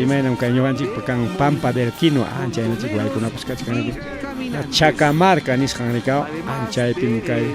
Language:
Ayacucho Quechua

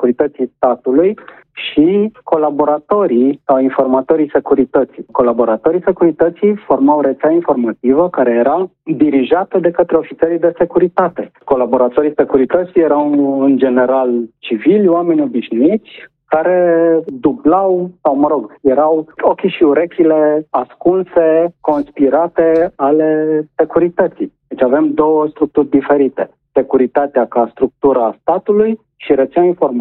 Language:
Romanian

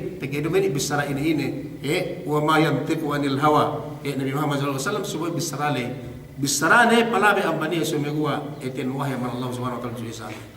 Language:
Yakan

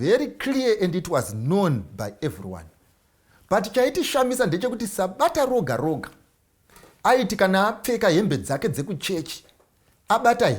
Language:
Shona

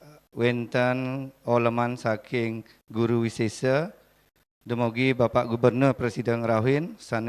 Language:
Balinese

